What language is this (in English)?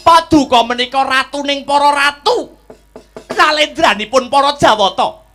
Javanese